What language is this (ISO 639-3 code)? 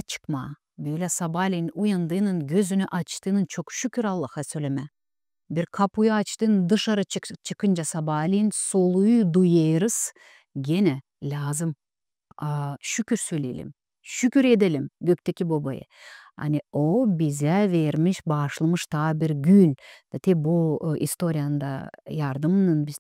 gag